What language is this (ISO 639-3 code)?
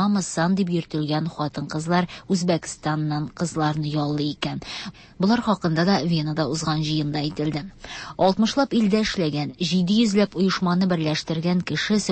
tat